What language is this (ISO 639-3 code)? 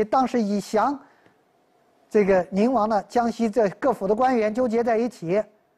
zho